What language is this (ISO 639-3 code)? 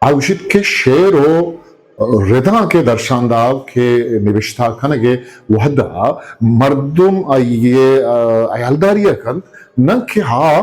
bgp